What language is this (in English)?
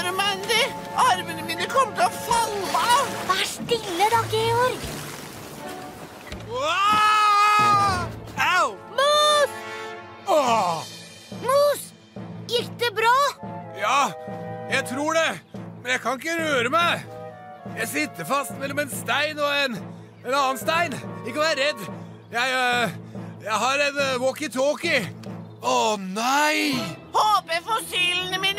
Norwegian